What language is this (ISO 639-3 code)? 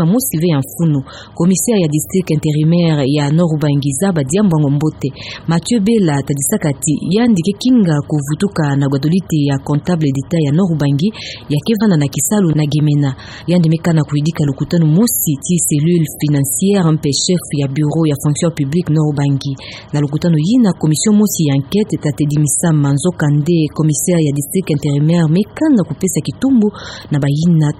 ktu